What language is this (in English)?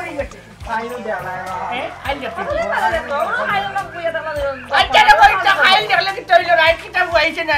Sylheti